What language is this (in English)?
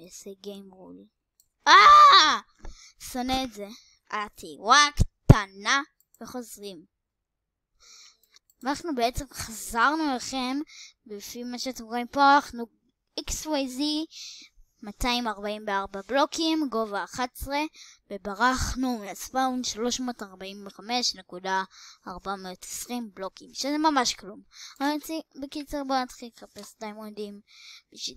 Hebrew